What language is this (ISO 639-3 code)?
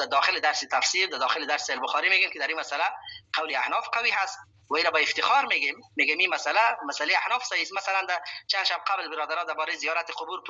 fas